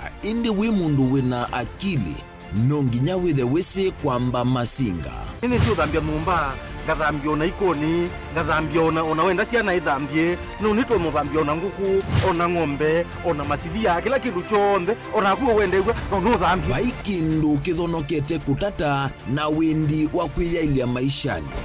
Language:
Kamba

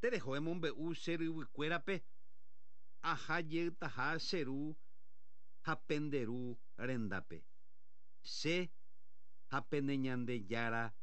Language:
Guarani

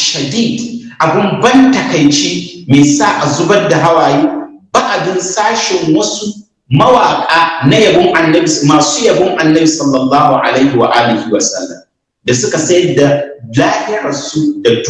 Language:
Hausa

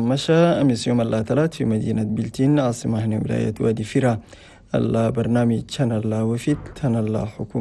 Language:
Chadian Arabic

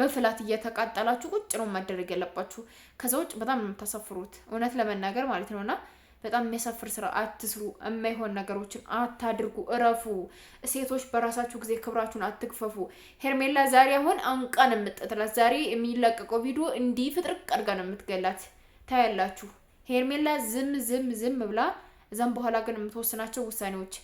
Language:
Amharic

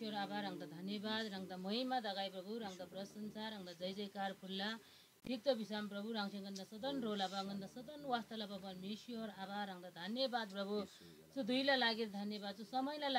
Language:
Eastern Tamang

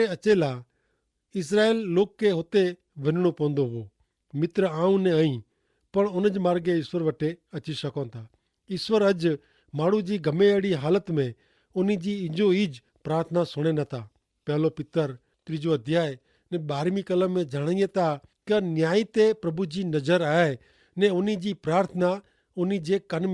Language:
Kachhi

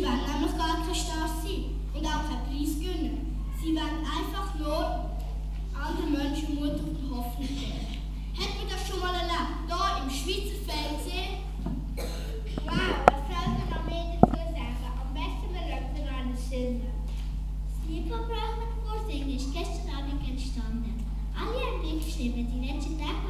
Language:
Swiss German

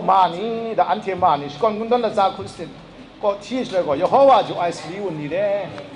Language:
Kachin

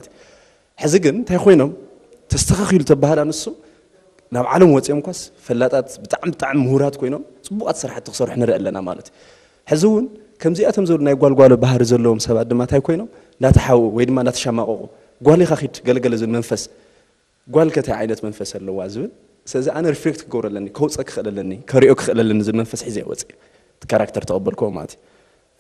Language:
Tigrinya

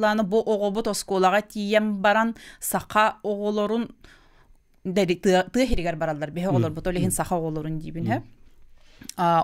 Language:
Yakut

